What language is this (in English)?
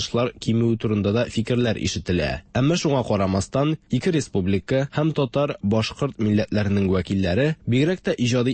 Tatar